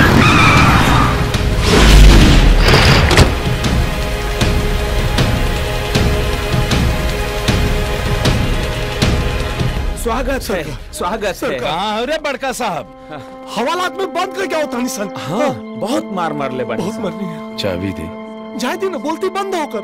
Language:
Bhojpuri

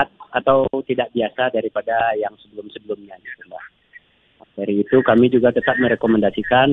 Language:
Indonesian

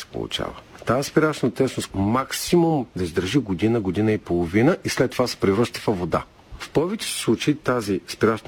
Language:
Bulgarian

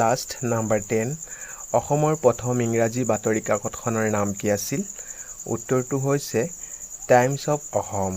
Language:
Assamese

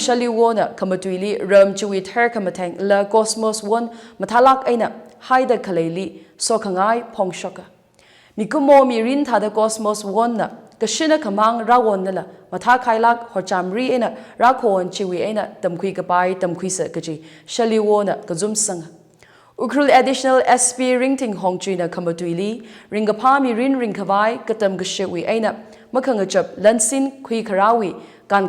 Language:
Tangkhul Naga (India)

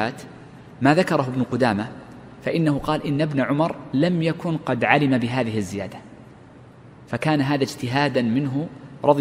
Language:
Arabic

